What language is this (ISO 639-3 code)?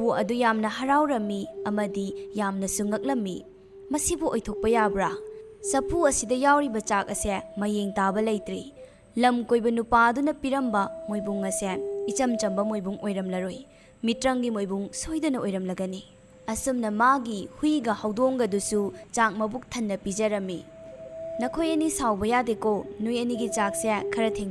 mni